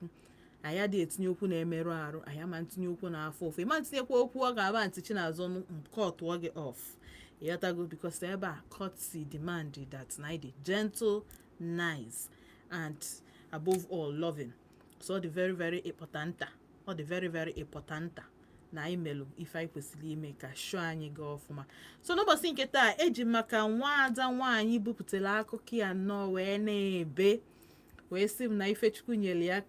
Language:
Igbo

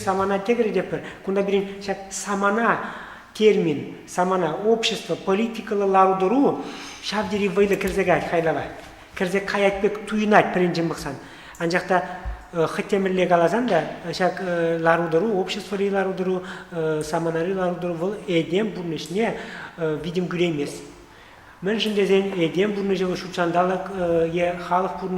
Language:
Chuvash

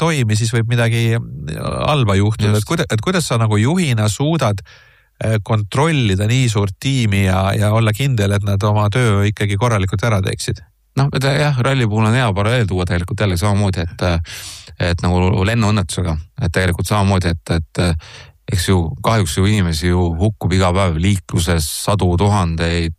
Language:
Estonian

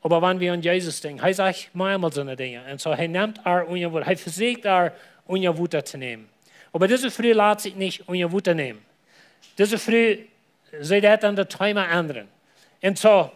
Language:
Plautdietsch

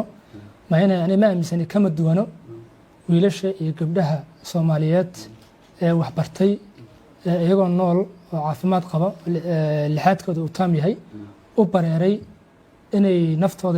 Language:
Somali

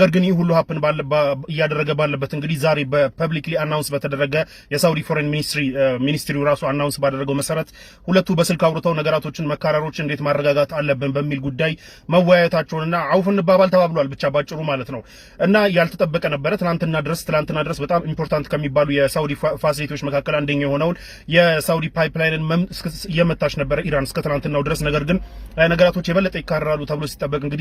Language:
Amharic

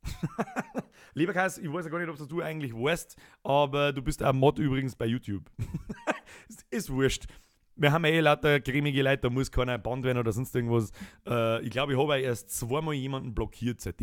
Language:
Bavarian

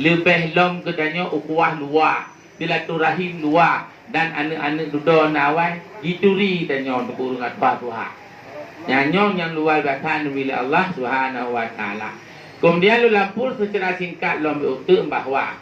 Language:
Achinese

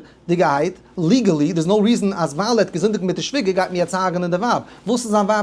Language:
Yiddish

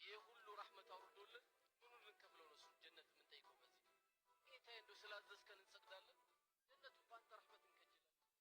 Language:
Amharic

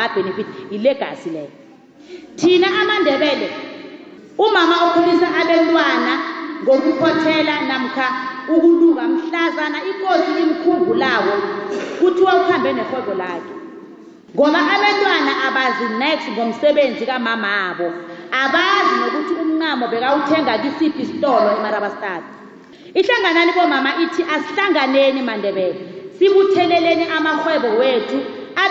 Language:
South Ndebele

